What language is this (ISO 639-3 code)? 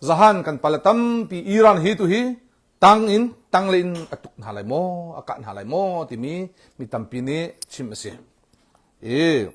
cnh